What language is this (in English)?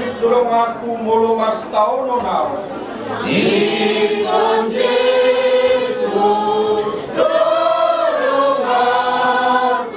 Batak Toba